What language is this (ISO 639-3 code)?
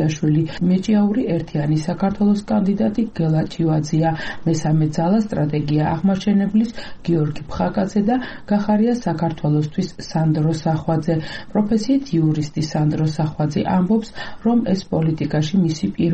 kat